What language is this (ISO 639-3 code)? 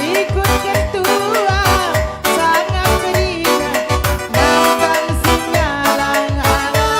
btx